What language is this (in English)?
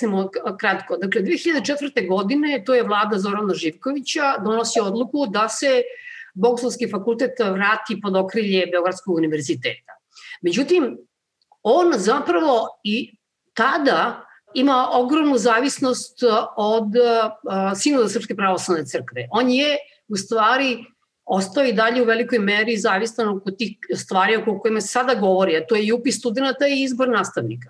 Serbian